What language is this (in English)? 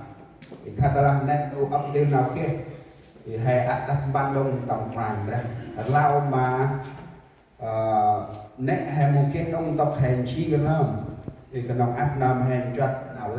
Central Mnong